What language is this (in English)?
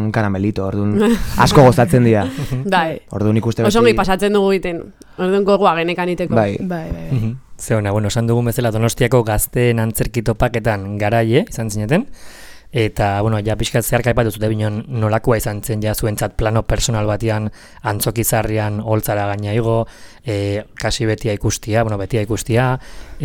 Basque